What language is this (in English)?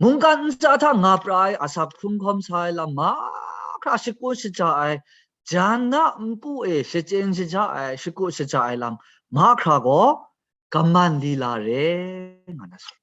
Kachin